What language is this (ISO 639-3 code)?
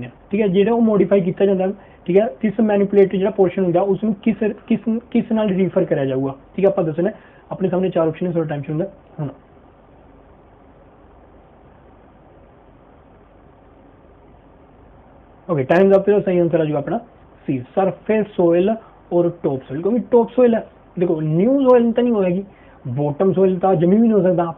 pan